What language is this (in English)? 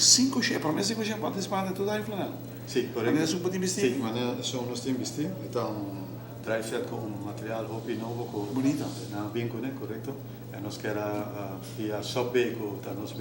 Papiamento